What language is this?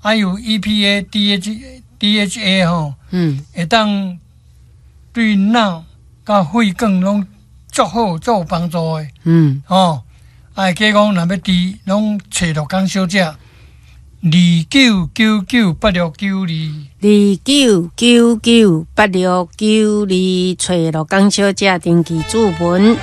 Min Nan Chinese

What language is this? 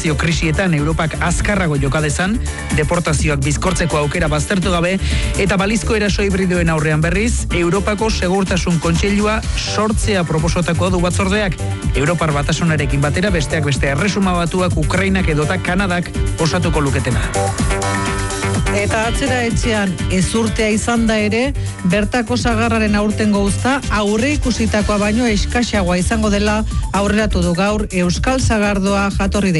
Basque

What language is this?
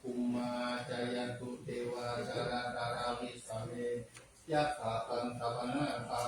Pali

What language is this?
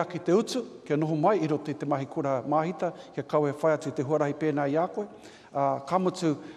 Māori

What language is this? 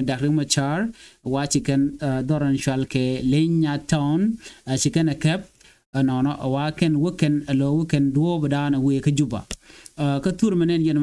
Nuer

